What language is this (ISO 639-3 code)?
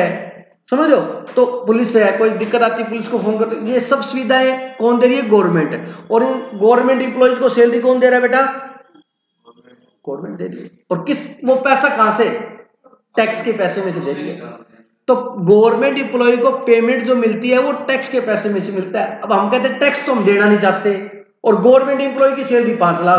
hin